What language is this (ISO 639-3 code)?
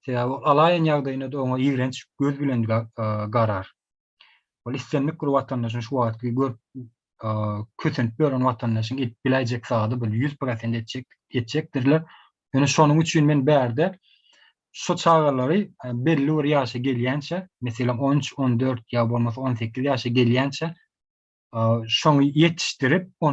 tuk